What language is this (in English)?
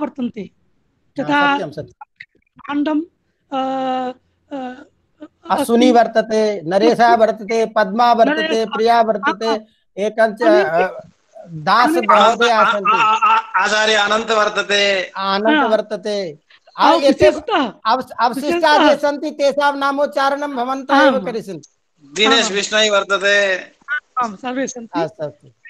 Sanskrit